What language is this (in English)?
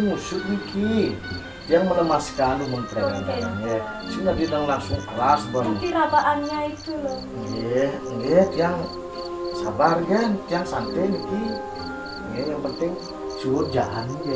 Balinese